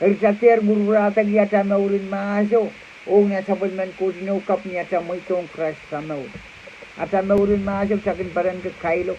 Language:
Pohnpeian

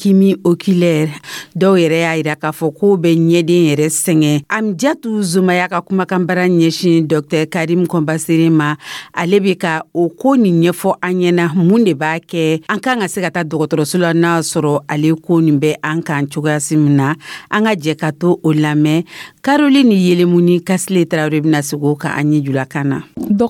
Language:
Dyula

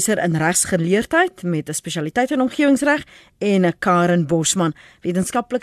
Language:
Afrikaans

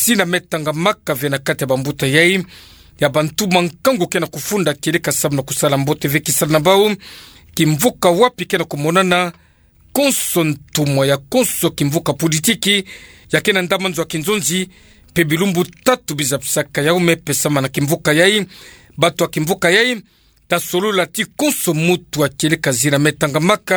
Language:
Kituba (Democratic Republic of Congo)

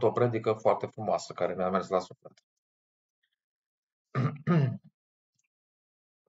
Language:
Romanian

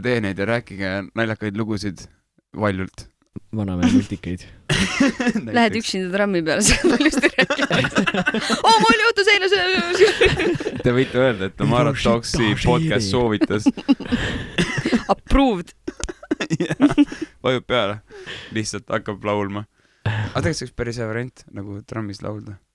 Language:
Estonian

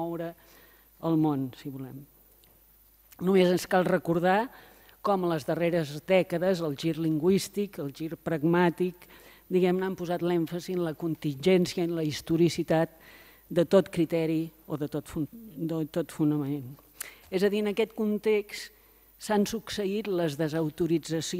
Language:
Catalan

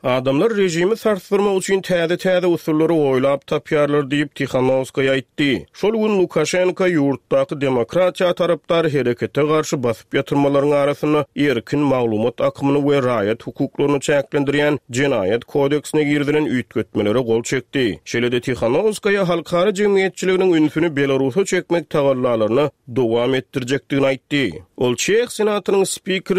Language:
Turkmen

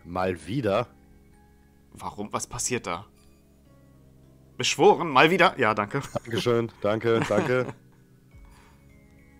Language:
German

